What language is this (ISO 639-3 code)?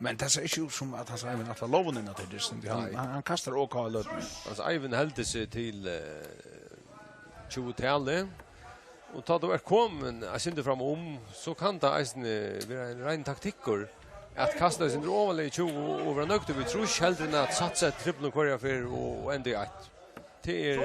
fao